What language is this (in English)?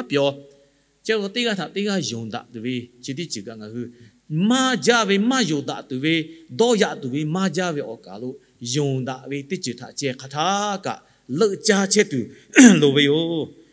Lahu